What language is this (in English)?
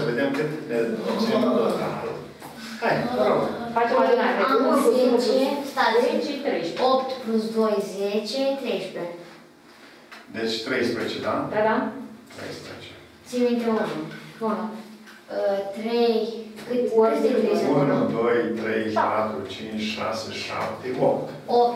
Romanian